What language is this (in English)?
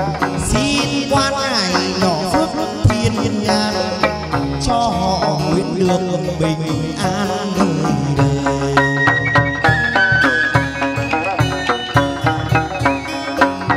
Vietnamese